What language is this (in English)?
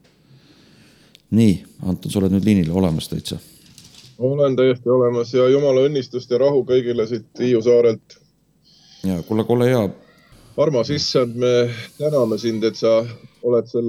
Estonian